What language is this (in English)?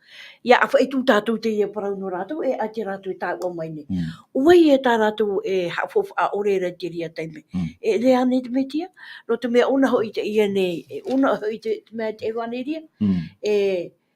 Tahitian